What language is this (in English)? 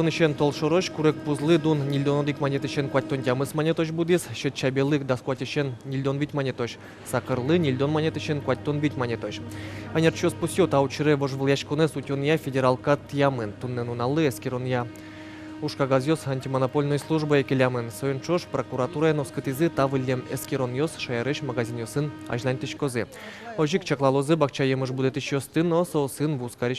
Udmurt